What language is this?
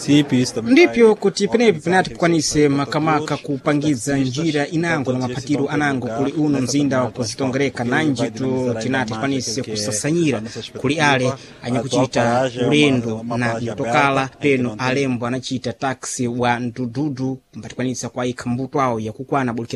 Sena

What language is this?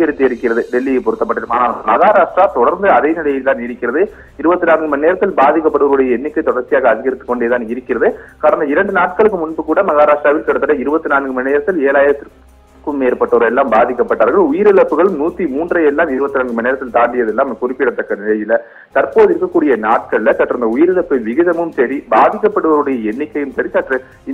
Tamil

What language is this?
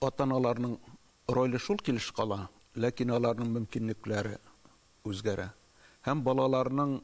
Tatar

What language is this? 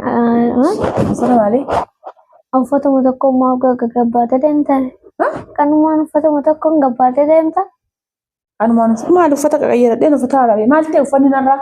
Oromo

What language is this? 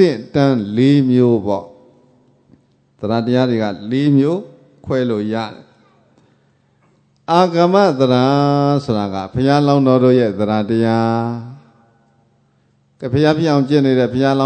Burmese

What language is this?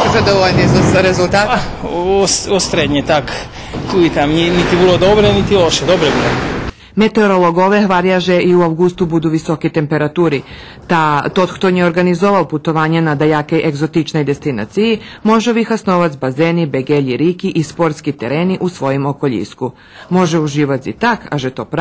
Rusyn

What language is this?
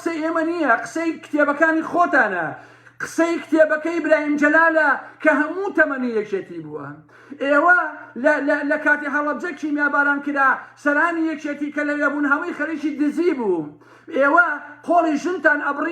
Central Kurdish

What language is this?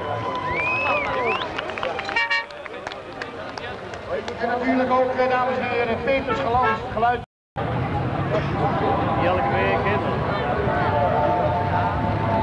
Dutch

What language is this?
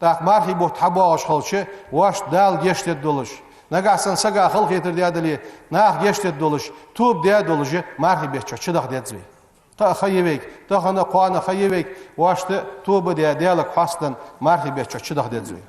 Ingush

